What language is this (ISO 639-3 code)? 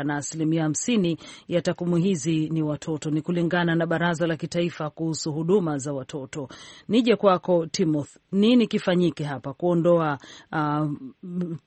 swa